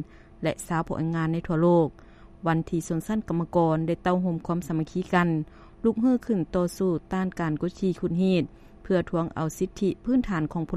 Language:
Lao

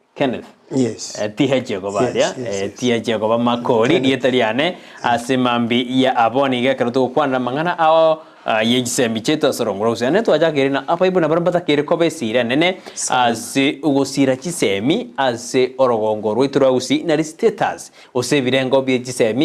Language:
Gusii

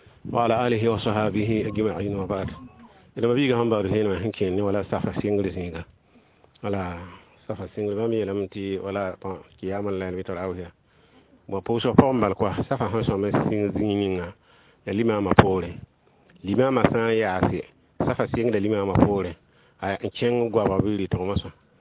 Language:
Mossi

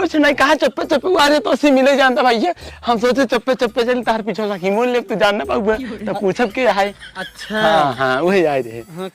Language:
Awadhi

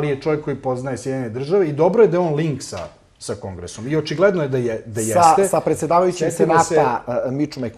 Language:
Serbian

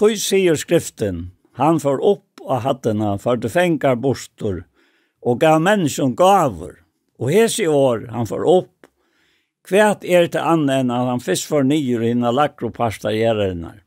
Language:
Faroese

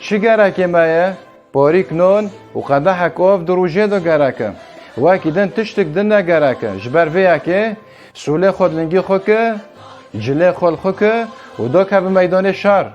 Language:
Kurdish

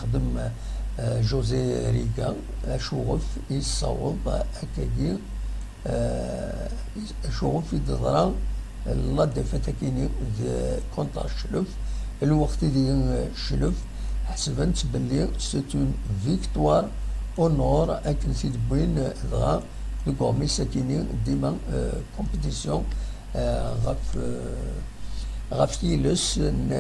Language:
Kabyle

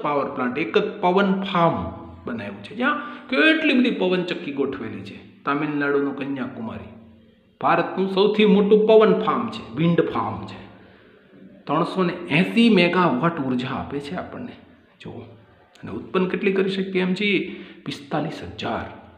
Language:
Gujarati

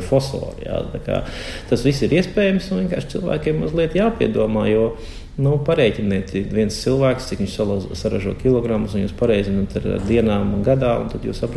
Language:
Latvian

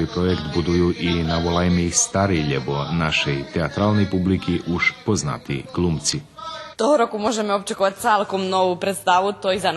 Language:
Rusyn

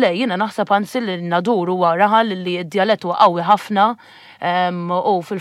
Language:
Maltese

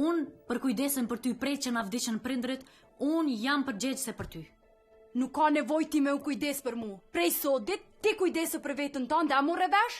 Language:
Albanian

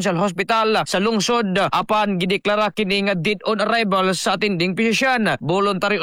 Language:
Cebuano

